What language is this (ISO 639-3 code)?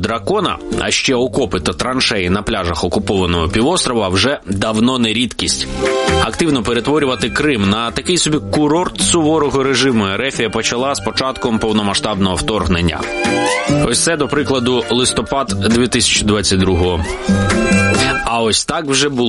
ukr